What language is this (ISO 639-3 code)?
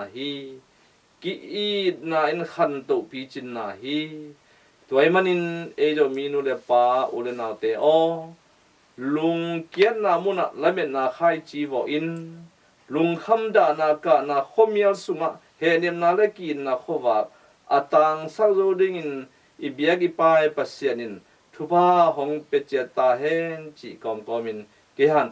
ctd